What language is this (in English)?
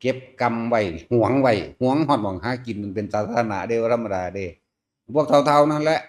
Northeastern Thai